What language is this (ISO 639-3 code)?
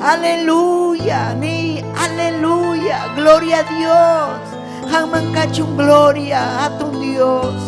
quy